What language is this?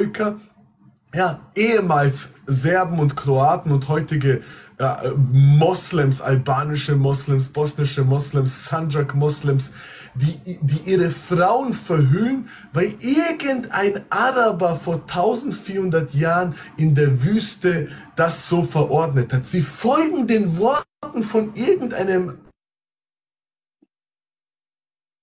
German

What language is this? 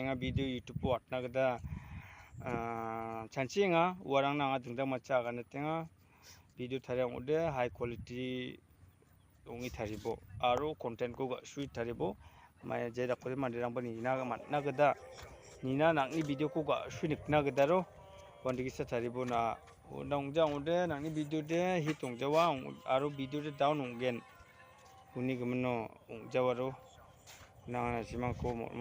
Garo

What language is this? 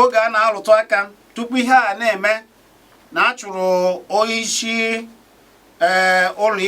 Igbo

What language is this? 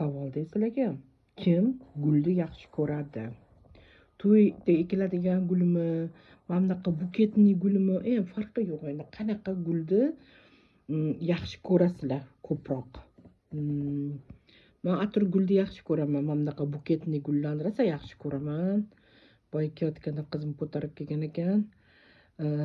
Uzbek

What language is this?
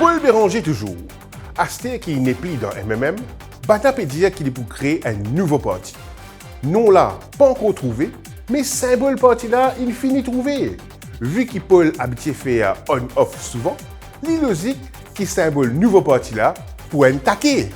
Morisyen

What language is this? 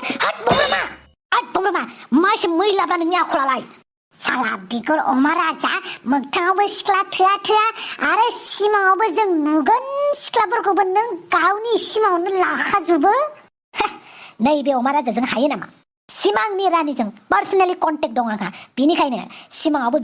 Bodo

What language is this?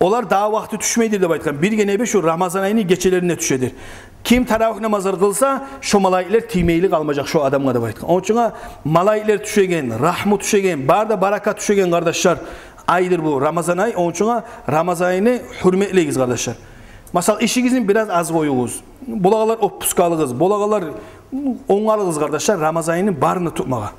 Kumyk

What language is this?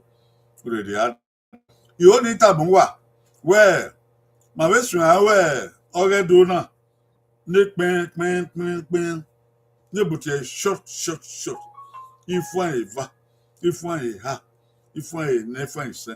Bini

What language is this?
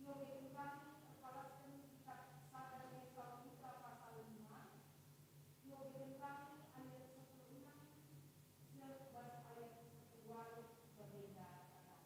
Batak Karo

